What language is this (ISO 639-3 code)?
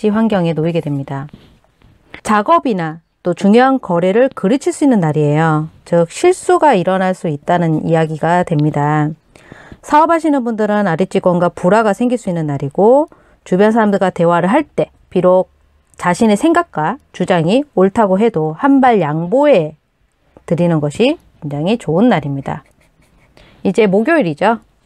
kor